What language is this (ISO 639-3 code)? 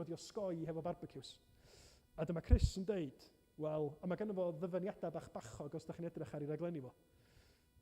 cym